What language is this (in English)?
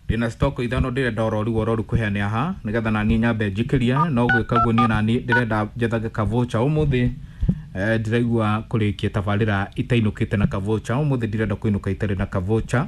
Kikuyu